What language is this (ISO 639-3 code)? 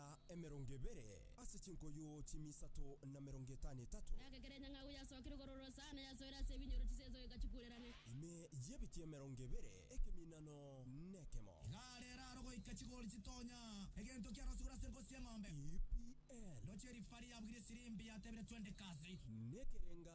guz